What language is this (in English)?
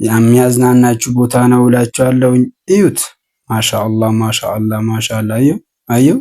Amharic